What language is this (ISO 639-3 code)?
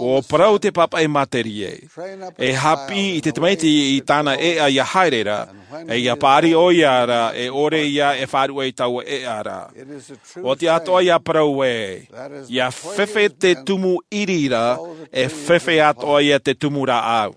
tah